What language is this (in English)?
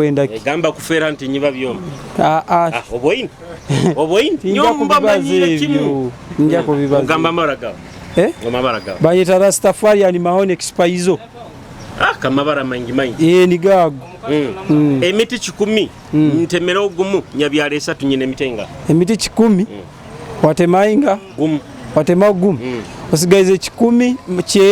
Nyoro